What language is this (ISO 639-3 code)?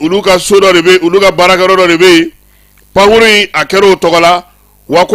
bam